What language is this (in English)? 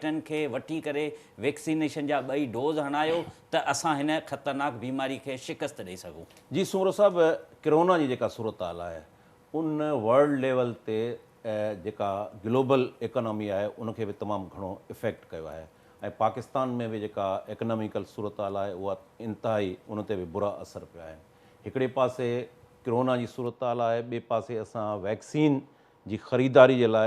Sindhi